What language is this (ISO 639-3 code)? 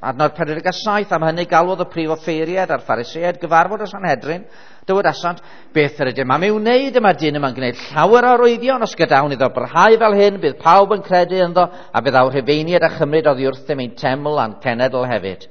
cym